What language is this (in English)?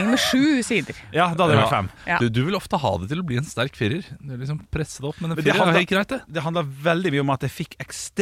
Norwegian